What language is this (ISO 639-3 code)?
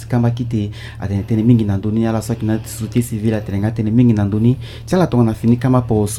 sag